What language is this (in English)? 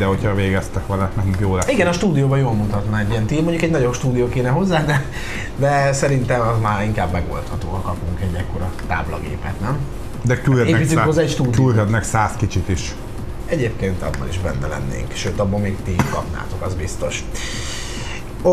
Hungarian